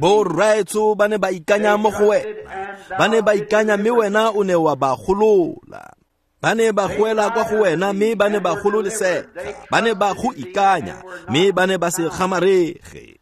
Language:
Tswana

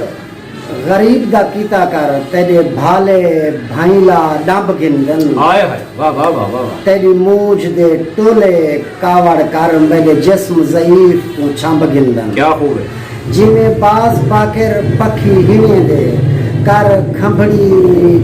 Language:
Saraiki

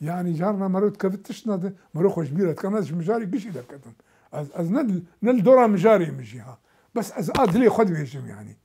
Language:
Kurdish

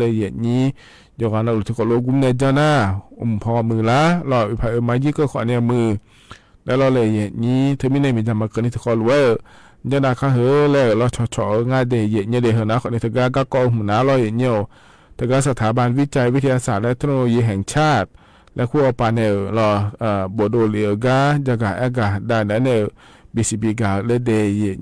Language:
Akha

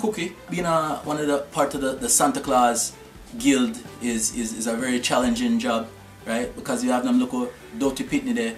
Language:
Jamaican Creole English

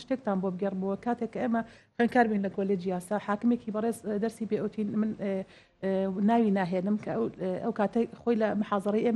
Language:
Central Kurdish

